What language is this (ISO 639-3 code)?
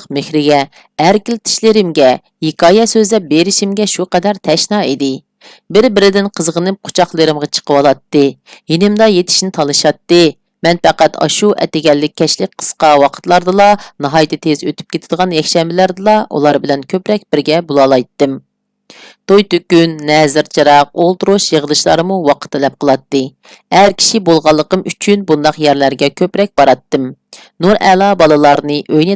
uig